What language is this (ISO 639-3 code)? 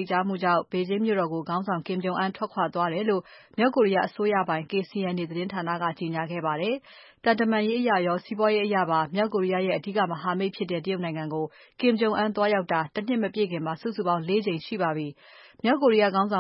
mya